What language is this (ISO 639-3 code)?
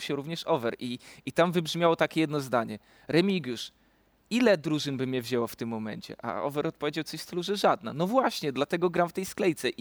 pol